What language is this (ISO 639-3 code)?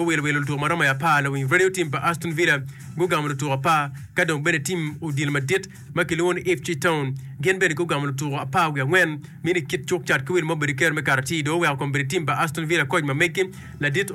ach